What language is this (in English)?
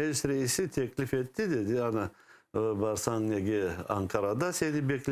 Crimean Tatar